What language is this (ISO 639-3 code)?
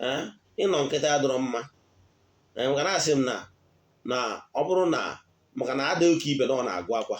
ibo